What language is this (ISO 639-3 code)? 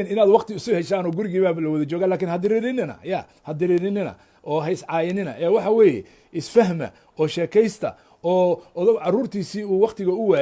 som